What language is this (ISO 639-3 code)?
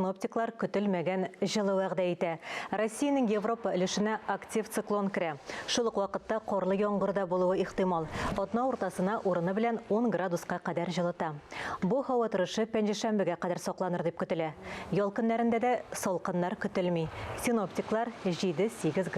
tat